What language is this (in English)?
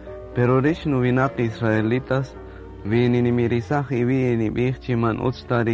Kaqchikel